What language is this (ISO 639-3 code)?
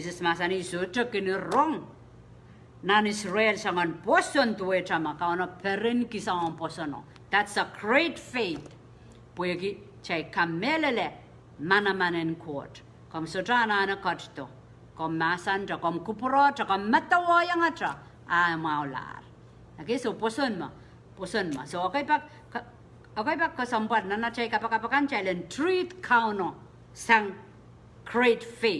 pon